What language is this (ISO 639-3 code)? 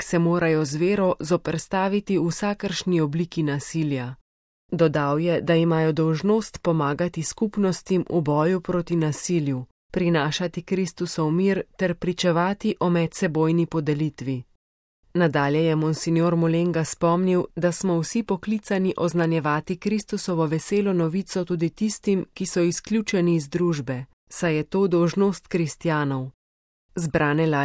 slv